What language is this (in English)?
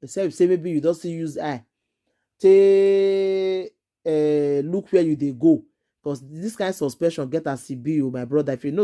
Nigerian Pidgin